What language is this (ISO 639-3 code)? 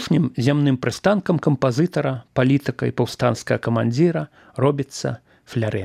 bel